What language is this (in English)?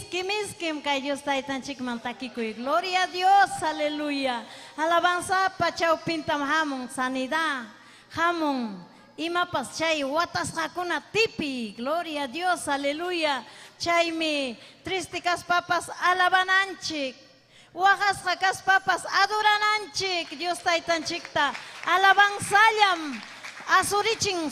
Ayacucho Quechua